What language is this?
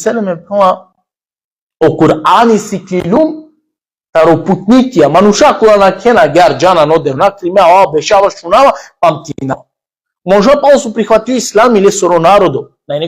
Balkan Romani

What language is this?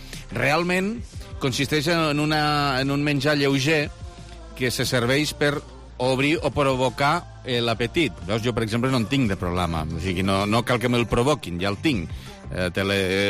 Catalan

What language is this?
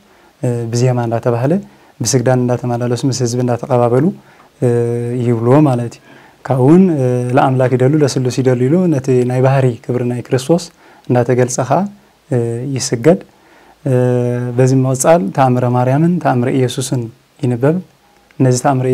Tigrinya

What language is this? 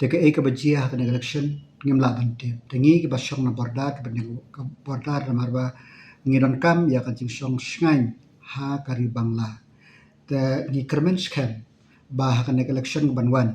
Khasi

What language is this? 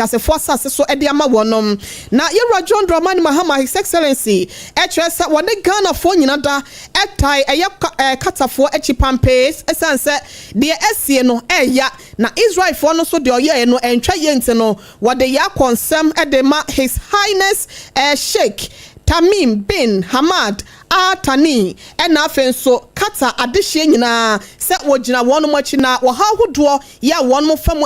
Akan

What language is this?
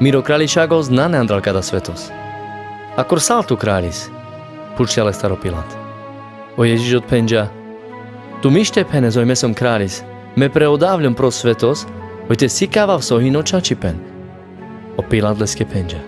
Carpathian Romani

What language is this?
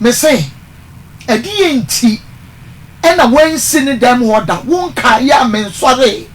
Akan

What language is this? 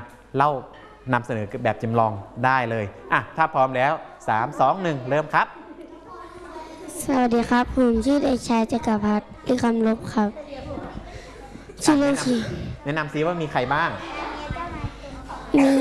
Thai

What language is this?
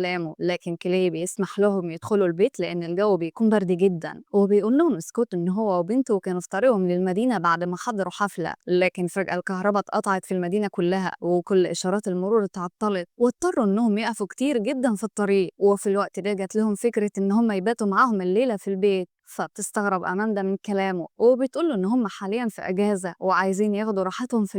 Egyptian Arabic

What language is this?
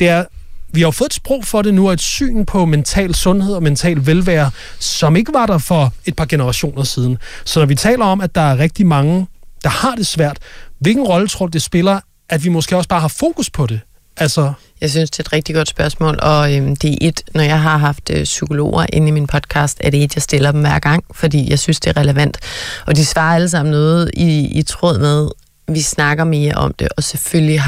Danish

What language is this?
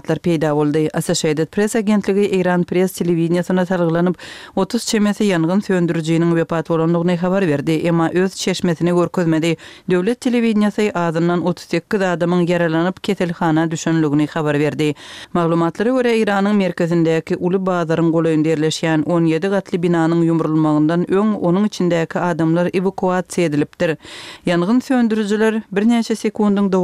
Turkmen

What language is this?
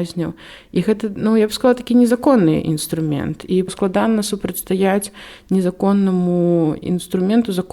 Belarusian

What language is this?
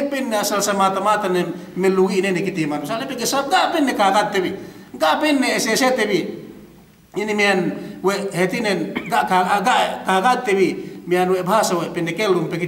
Yakan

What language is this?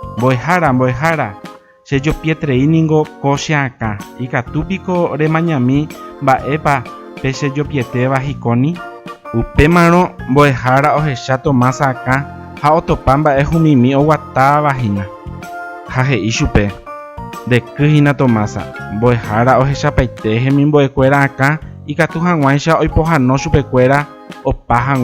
Guarani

